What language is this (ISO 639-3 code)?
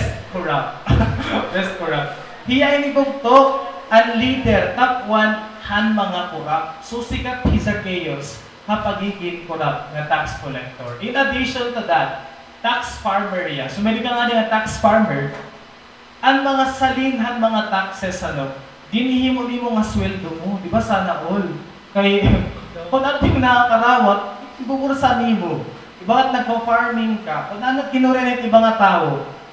war